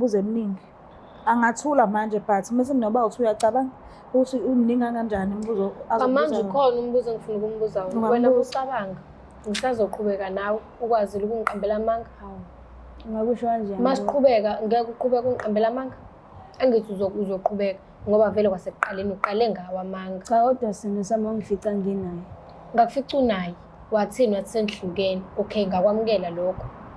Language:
Zulu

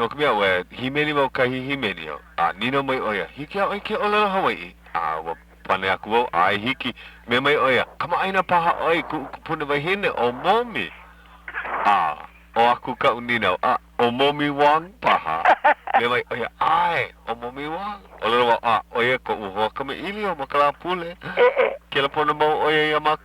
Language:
Hawaiian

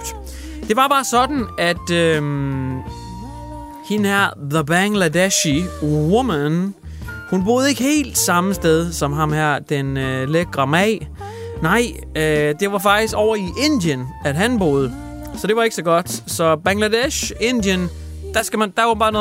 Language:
Danish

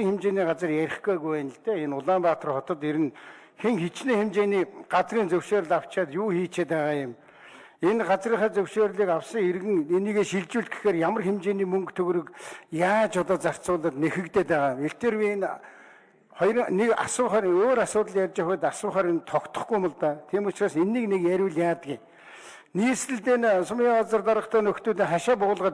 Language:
Mongolian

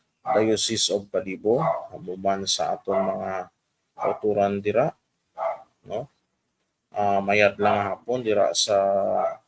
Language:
Hiligaynon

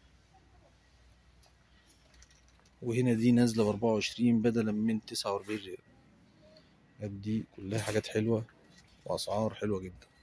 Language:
Egyptian Arabic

